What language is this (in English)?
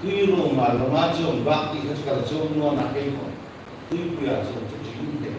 Hmar